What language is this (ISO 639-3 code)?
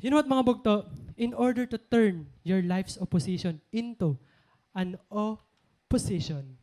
war